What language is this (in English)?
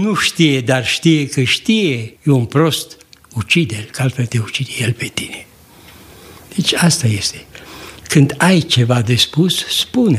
Romanian